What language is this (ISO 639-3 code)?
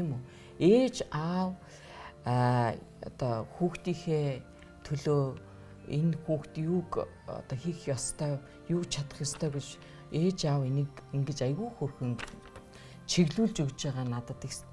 mon